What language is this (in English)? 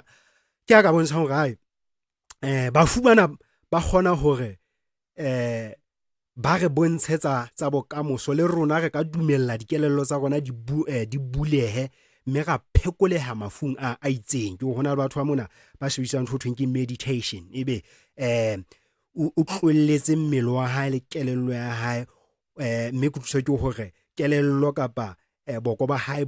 Southern Sotho